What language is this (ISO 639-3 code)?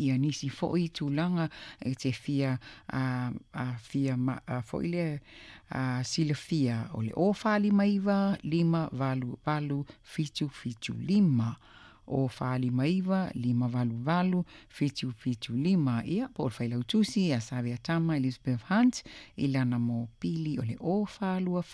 smo